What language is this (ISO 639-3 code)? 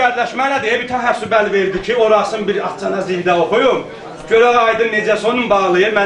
azb